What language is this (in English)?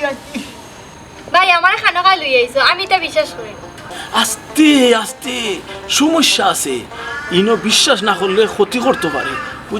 Sylheti